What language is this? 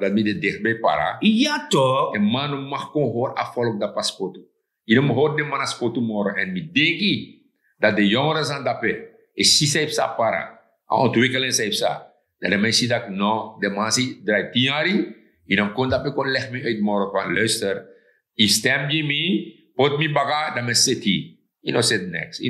Sranan Tongo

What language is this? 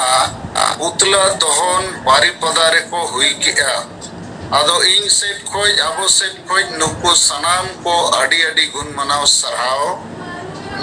Santali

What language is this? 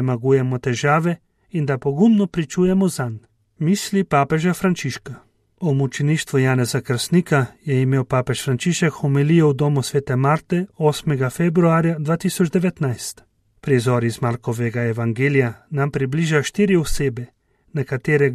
Slovenian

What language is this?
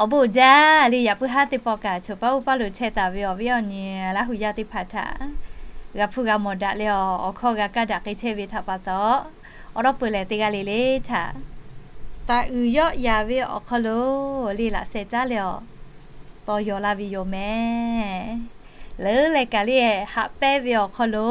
Lahu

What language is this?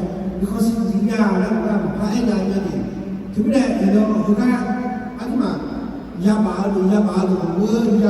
Akha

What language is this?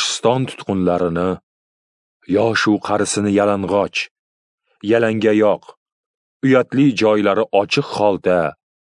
Uzbek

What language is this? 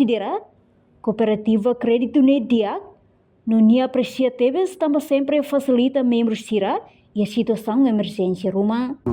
Tetum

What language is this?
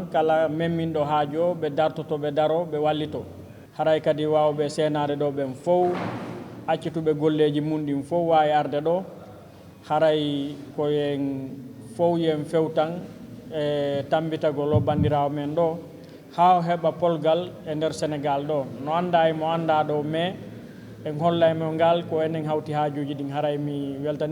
Fula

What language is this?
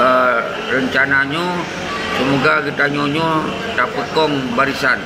Achinese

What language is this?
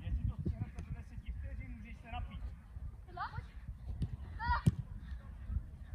Czech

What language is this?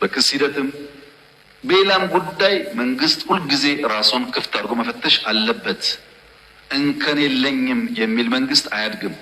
Amharic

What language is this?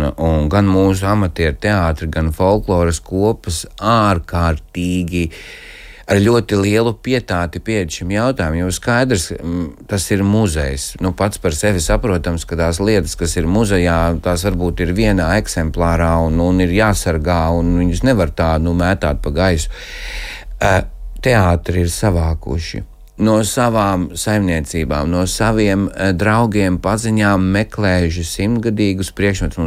Latvian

